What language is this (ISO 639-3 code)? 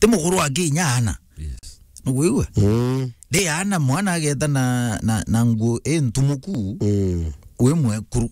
mer